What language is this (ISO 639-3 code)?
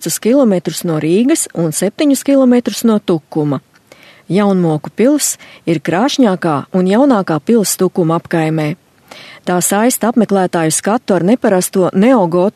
lav